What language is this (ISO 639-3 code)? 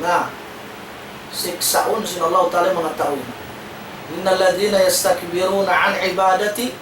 tsg